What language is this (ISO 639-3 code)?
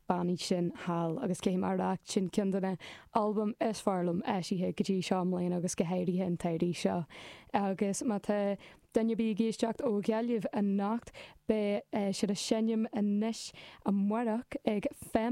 gle